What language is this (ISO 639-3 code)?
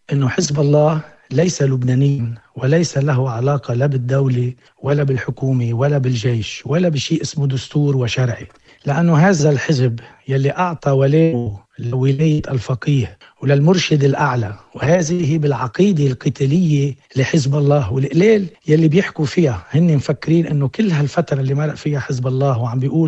apc